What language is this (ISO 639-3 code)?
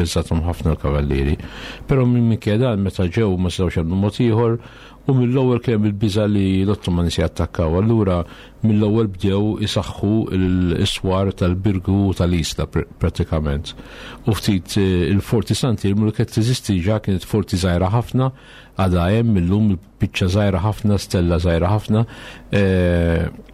mlt